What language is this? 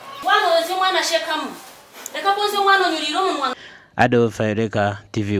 Nyankole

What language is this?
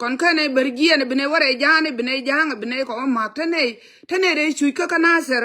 Nuer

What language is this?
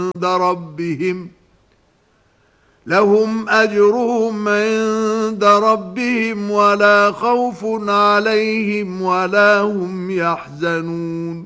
Arabic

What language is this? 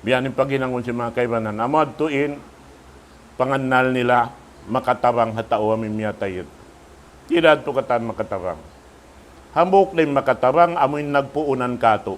Tausug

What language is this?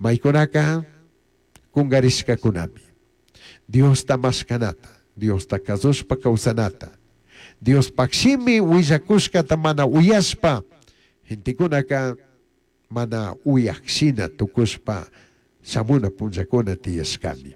Chimborazo Highland Quichua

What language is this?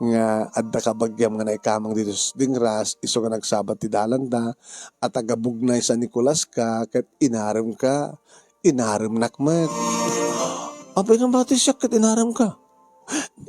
Iloko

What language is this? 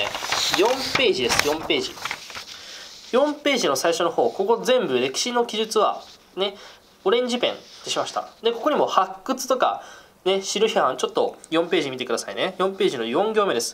Japanese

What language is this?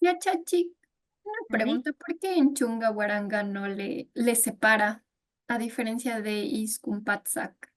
Imbabura Highland Quichua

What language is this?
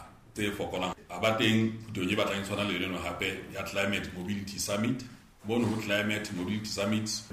Southern Sotho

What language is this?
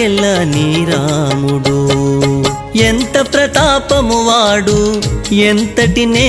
Telugu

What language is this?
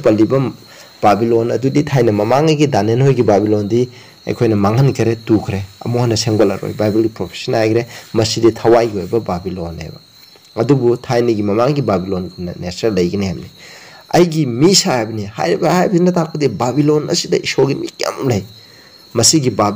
Manipuri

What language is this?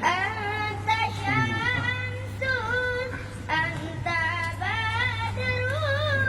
Achinese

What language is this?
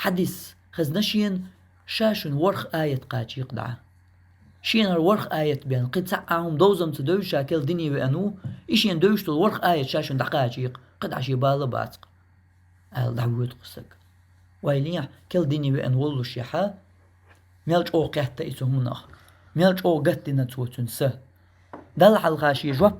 Chechen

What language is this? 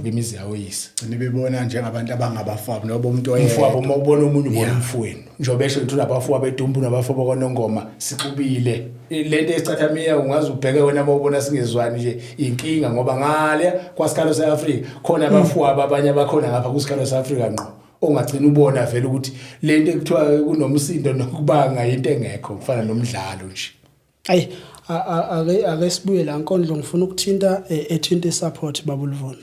Zulu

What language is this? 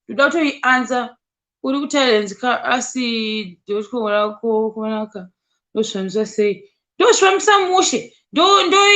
Shona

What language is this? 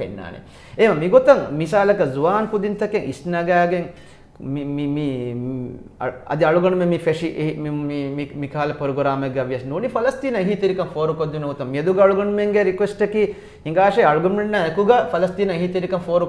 Divehi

